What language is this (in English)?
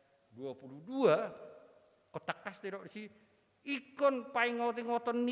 Batak Toba